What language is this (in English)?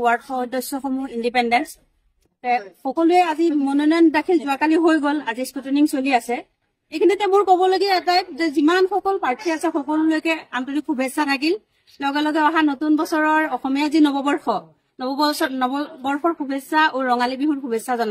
Assamese